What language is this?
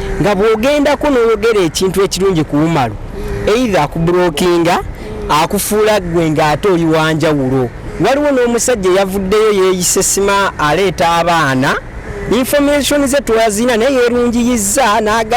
Ganda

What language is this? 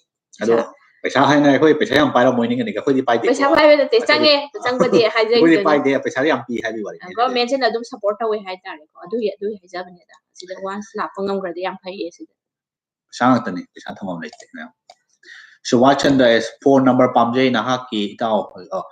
Manipuri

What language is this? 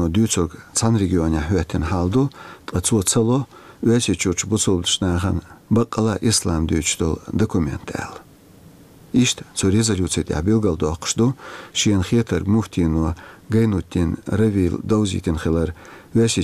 Chechen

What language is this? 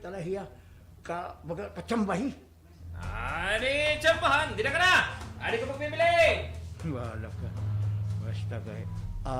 Waray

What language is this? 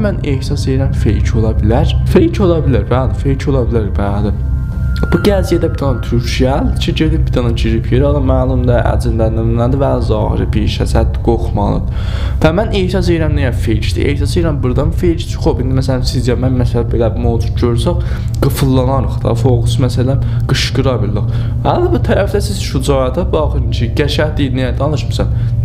South Azerbaijani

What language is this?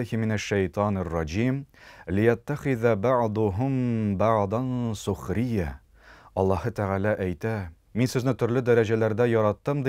Tatar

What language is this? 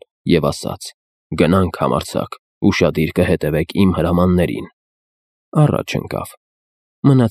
Armenian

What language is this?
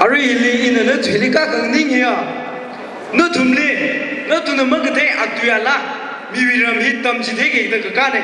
Tangkhul Naga (India)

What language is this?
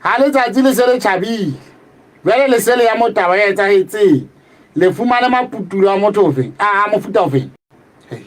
Southern Sotho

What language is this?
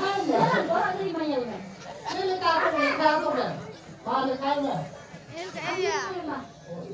Santali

